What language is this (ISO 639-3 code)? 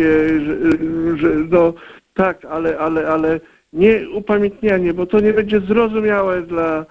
pol